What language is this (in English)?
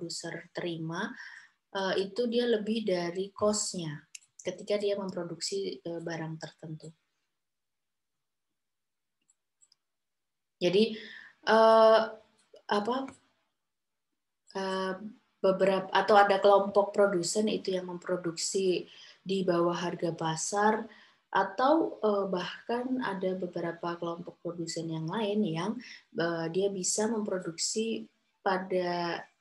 Indonesian